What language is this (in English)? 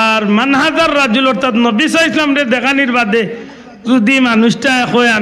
Sylheti